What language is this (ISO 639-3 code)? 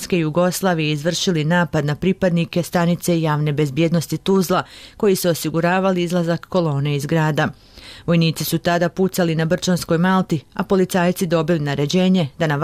bos